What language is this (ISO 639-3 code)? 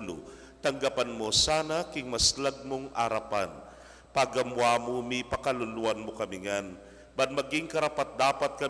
pam